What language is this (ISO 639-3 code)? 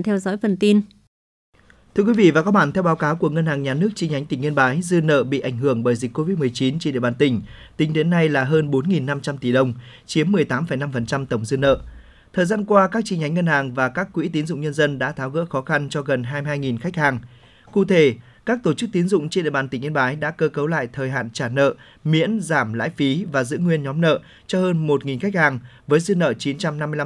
vie